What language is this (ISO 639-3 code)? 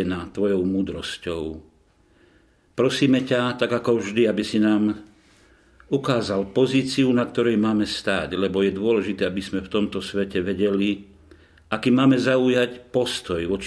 slk